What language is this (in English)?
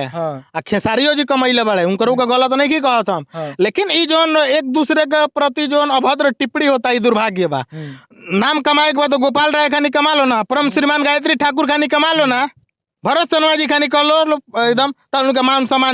Bhojpuri